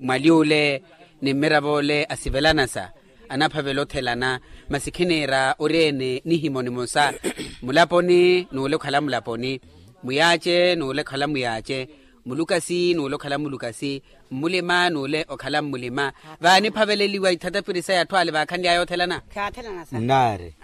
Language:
Makhuwa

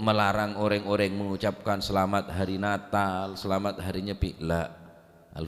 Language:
Madurese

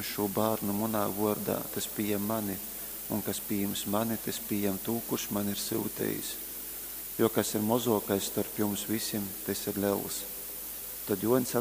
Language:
Latgalian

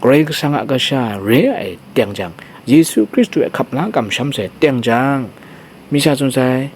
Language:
Kachin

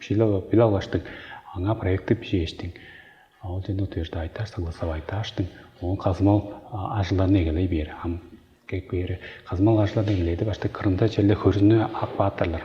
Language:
Tuvinian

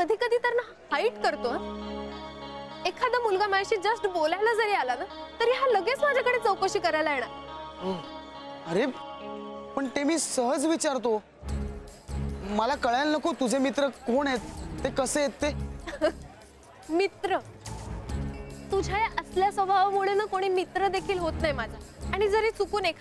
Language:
Marathi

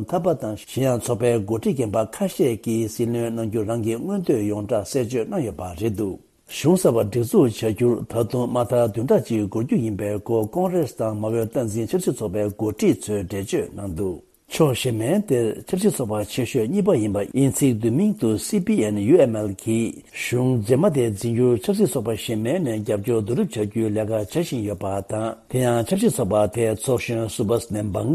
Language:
Tibetan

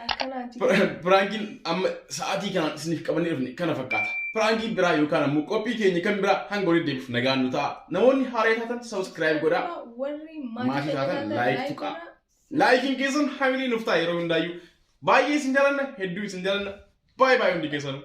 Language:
Oromo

